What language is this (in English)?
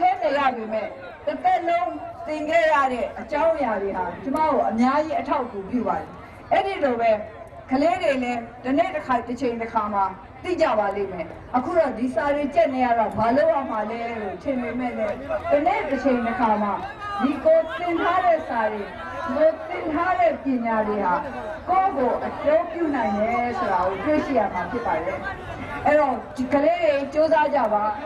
Burmese